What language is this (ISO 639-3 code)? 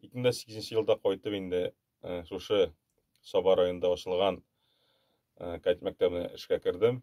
tat